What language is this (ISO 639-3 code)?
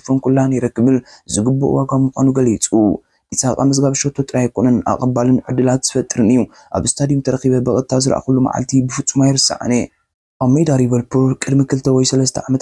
tir